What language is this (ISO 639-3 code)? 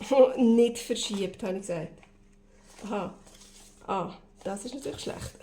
gsw